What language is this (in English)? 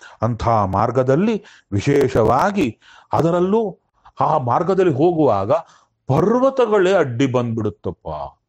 Kannada